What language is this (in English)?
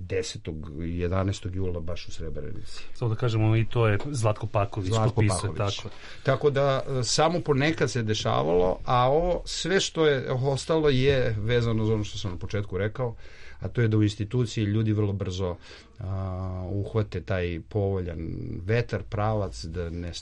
Serbian